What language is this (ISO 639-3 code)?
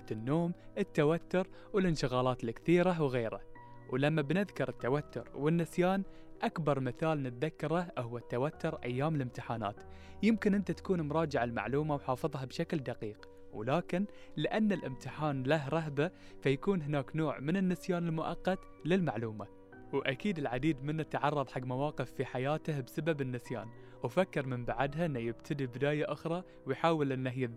afb